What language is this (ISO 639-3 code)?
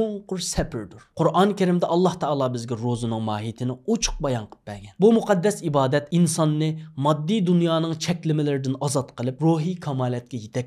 uig